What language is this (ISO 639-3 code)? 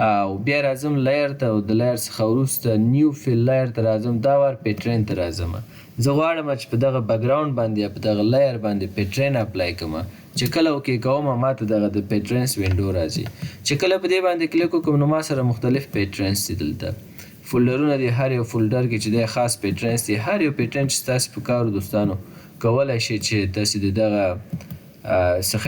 pus